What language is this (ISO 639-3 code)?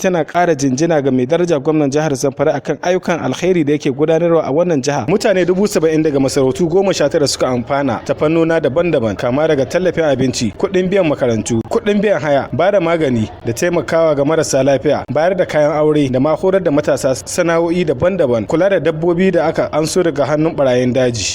hau